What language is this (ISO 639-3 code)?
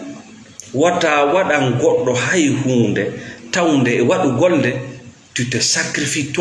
ful